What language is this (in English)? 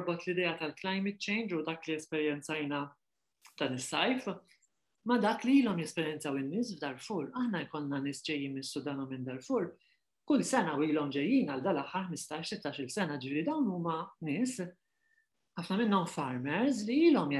Maltese